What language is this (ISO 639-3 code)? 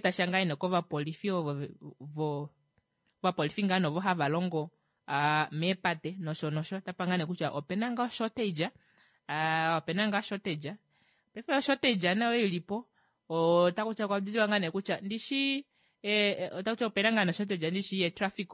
kua